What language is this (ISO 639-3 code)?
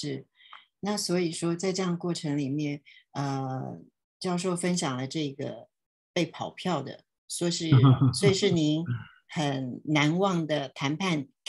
zho